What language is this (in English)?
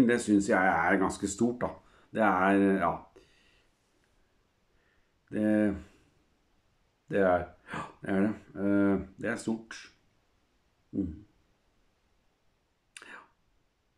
Norwegian